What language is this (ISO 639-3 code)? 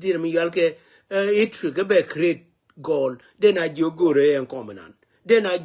nus